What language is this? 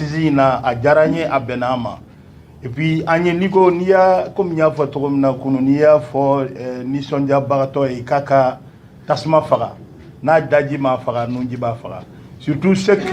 Bambara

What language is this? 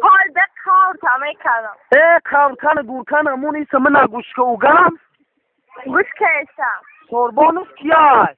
Tajik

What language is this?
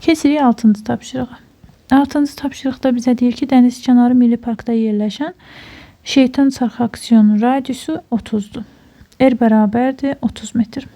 Azerbaijani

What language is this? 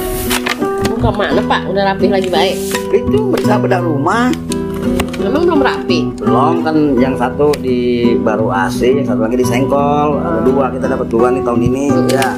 Betawi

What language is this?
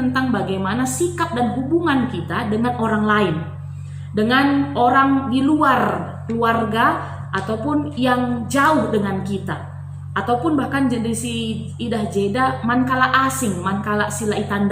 Batak Karo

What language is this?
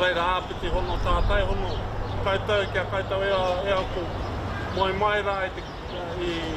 Māori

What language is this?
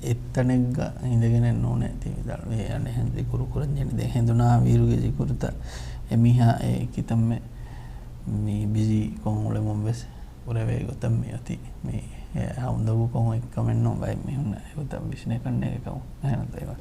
Divehi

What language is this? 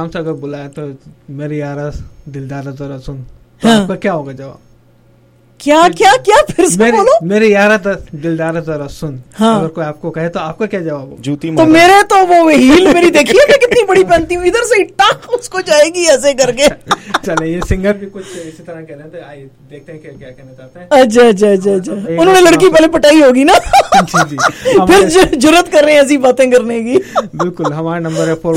Hindi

